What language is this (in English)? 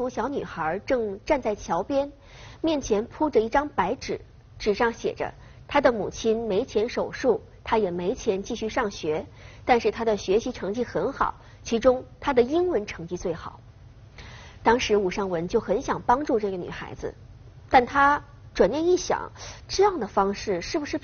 Chinese